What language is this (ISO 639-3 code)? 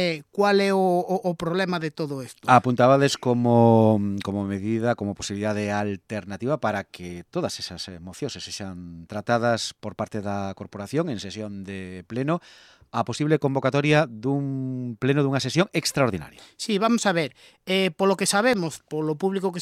glg